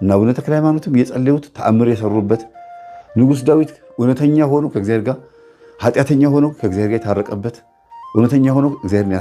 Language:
Amharic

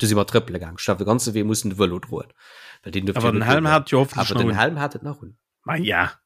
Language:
Luxembourgish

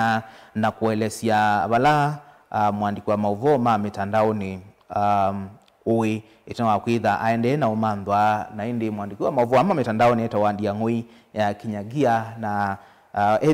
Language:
Kamba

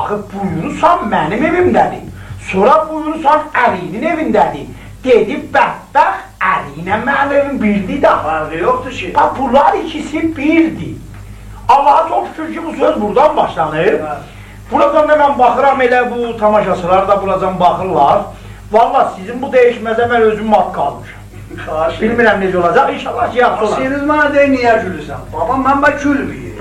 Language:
South Azerbaijani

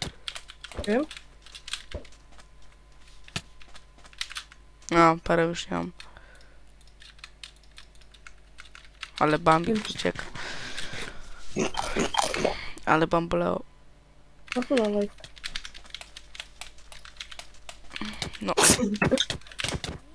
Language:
Polish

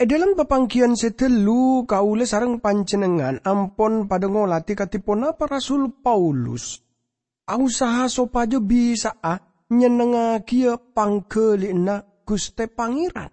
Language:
Madurese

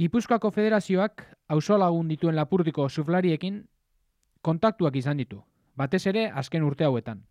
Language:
Basque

